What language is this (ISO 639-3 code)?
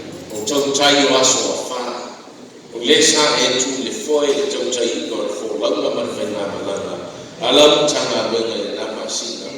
smo